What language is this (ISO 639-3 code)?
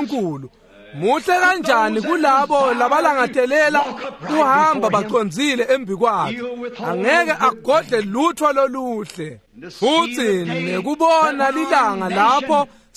ssw